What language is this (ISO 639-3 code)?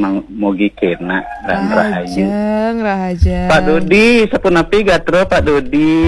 ban